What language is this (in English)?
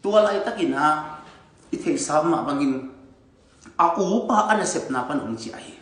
Tedim Chin